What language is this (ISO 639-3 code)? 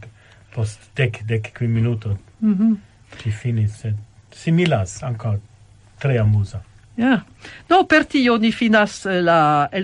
epo